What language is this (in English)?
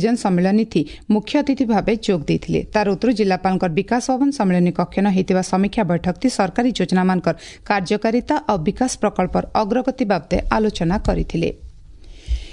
Odia